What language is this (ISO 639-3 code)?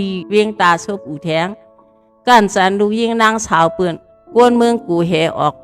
shn